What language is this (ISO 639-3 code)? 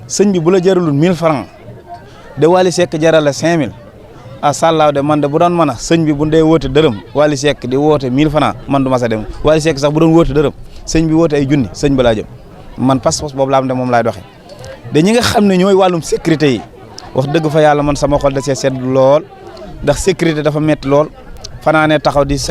wol